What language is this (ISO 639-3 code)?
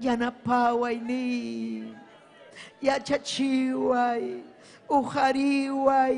quy